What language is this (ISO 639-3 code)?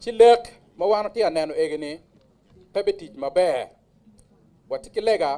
ach